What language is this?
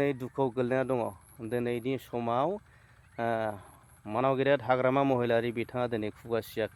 Bodo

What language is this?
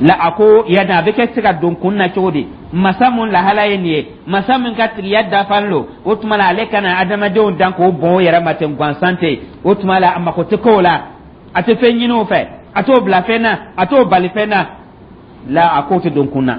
Dyula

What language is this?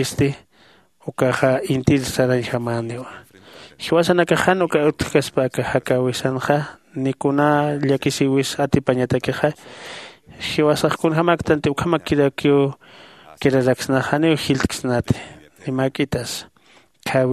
Aymara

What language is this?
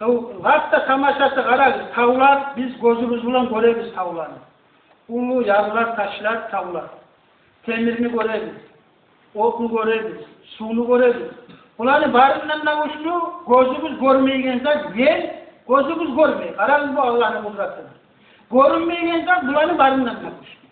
Kumyk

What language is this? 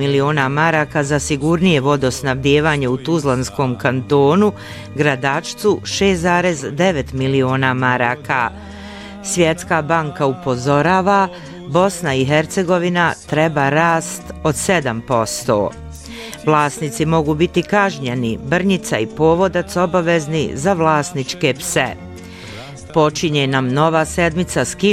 Bosnian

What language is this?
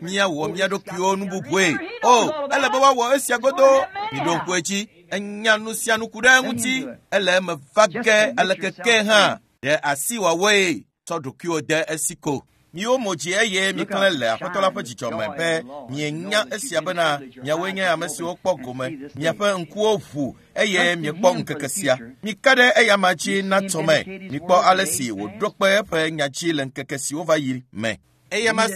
Ewe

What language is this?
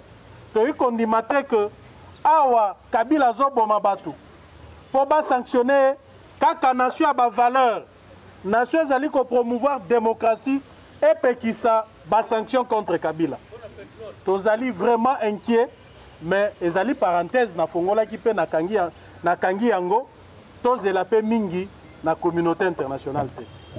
Lingala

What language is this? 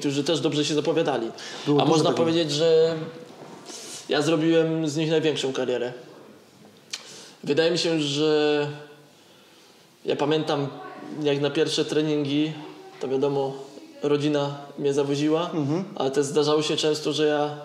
Polish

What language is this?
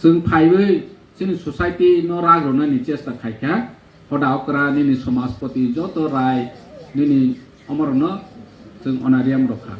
Kok Borok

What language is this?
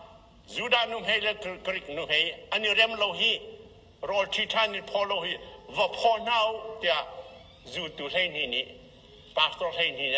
Hakha Chin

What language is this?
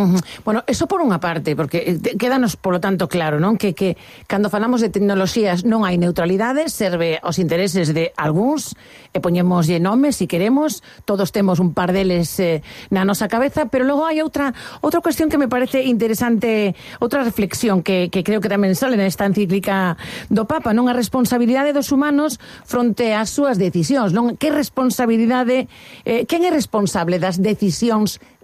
Galician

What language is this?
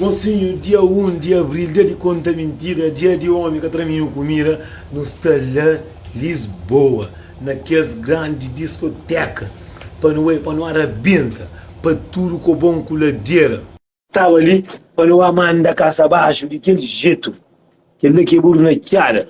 Kabuverdianu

